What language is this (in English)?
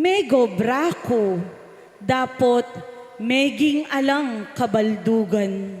Pampanga